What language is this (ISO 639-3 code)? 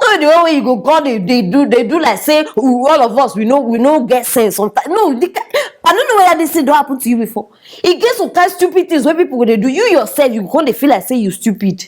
pcm